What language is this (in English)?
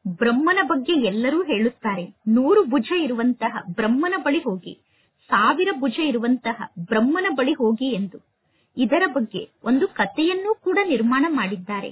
Kannada